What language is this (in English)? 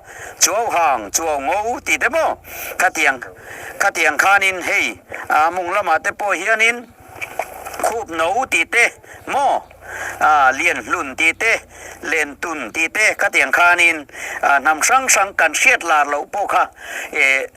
Mizo